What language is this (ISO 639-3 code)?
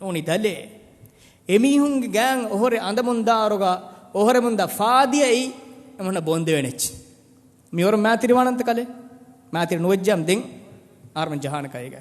div